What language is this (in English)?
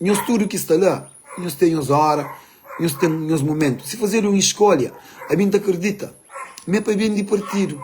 Kabuverdianu